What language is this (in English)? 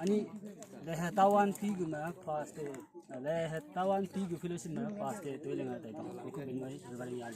Naga Pidgin